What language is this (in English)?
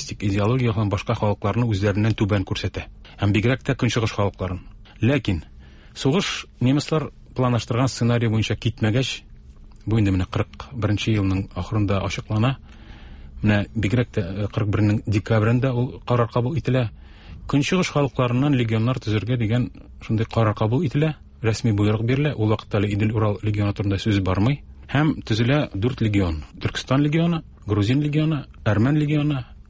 Tatar